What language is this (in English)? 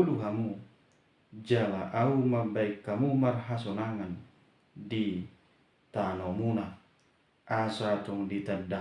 Batak Toba